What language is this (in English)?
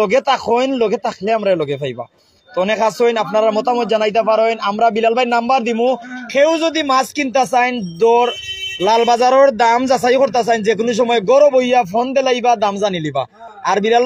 Sylheti